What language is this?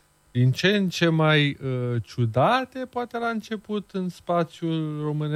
Romanian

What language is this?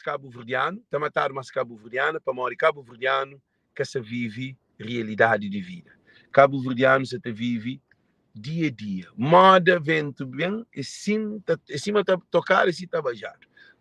Kabuverdianu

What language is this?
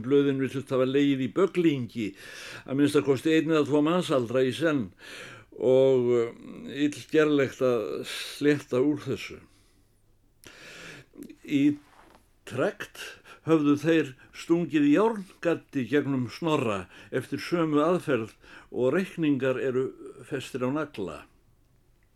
Icelandic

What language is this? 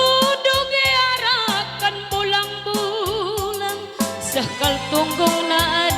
Batak Karo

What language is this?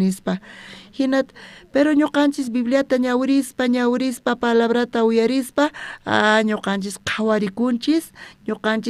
South Bolivian Quechua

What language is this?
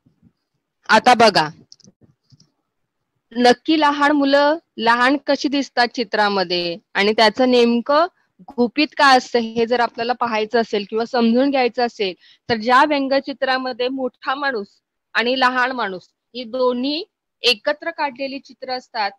Marathi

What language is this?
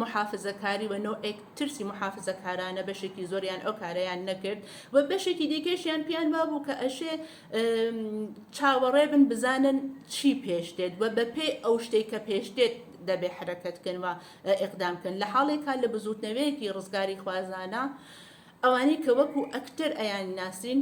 Central Kurdish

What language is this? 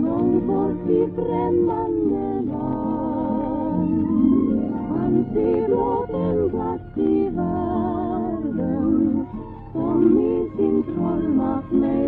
Swedish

